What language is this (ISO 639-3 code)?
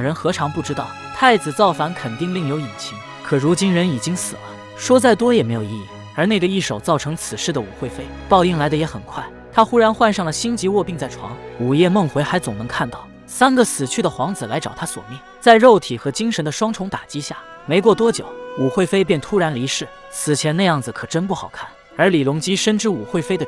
zho